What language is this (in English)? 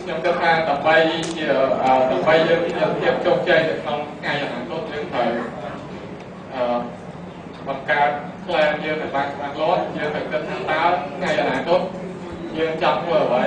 Khmer